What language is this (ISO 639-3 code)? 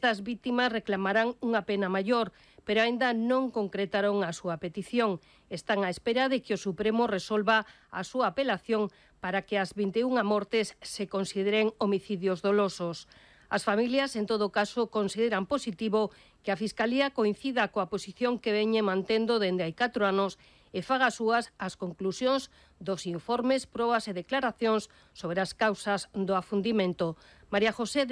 glg